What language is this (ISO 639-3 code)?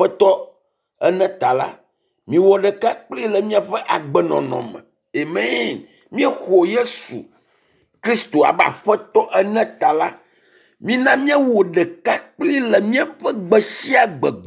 ewe